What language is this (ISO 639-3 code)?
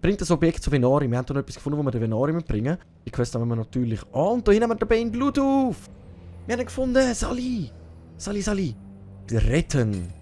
gsw